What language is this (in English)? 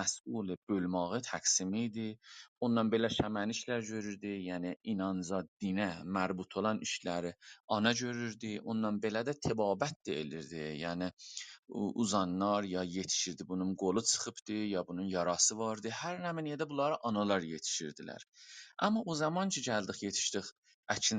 South Azerbaijani